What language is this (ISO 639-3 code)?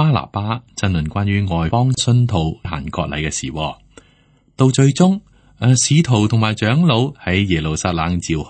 yue